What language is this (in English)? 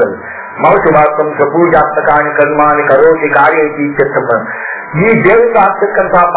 Kannada